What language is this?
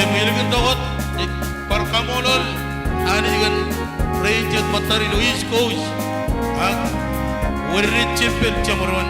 Marshallese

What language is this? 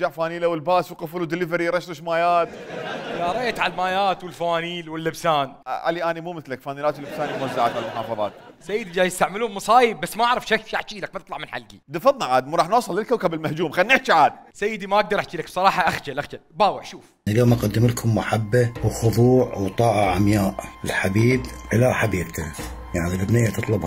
Mesopotamian Arabic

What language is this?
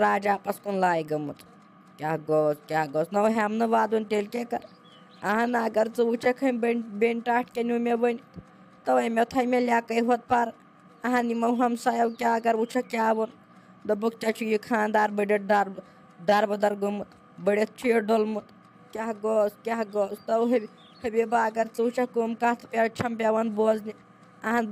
Kashmiri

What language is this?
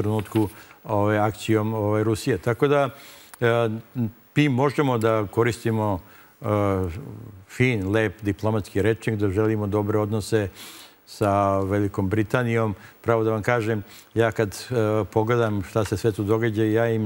Serbian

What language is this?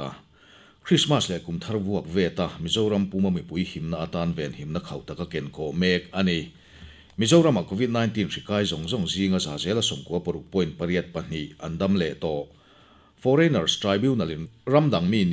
Mizo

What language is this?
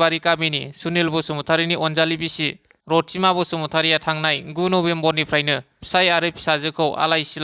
Bodo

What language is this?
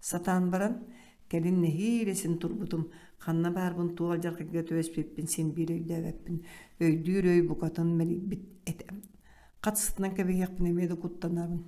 Yakut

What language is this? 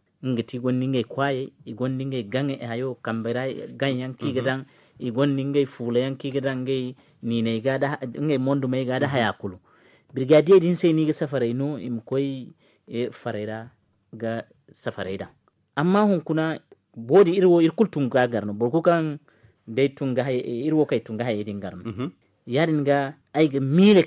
Zarma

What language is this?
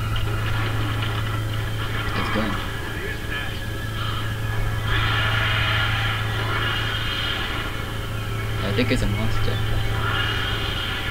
English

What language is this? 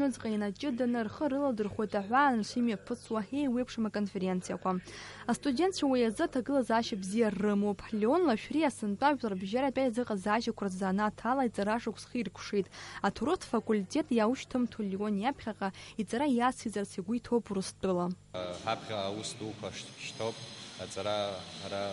Abkhazian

